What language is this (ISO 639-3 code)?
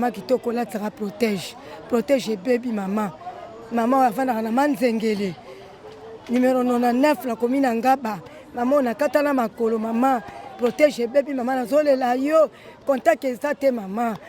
lin